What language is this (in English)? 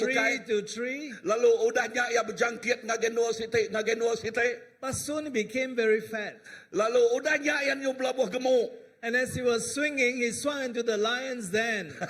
Iban